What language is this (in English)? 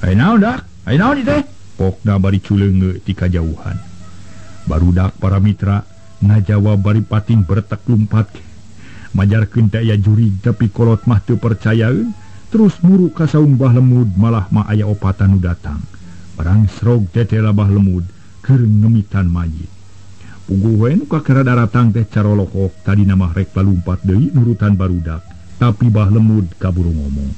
Sundanese